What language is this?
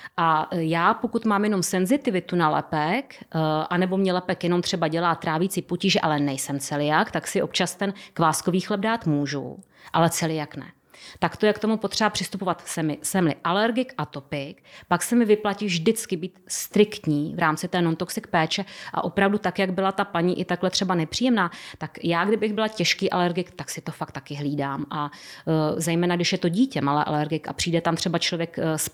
Czech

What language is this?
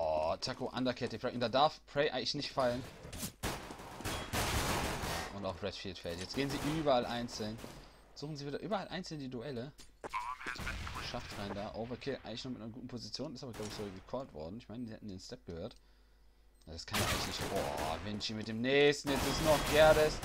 German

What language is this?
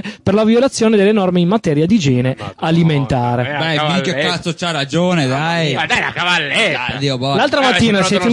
Italian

